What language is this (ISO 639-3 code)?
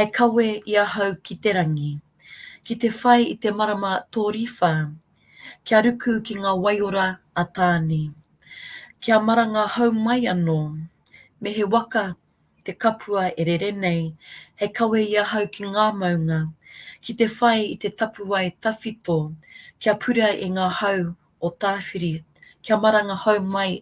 mri